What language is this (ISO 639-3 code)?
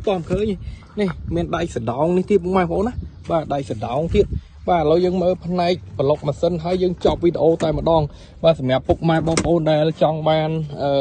khm